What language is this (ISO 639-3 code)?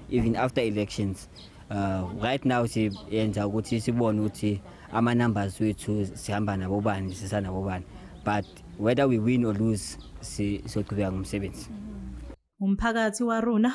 zul